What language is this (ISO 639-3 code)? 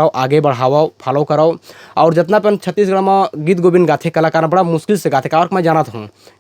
hne